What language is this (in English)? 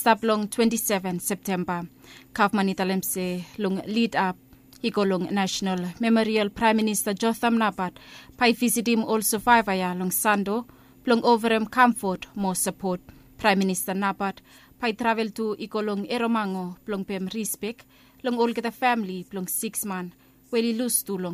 Bislama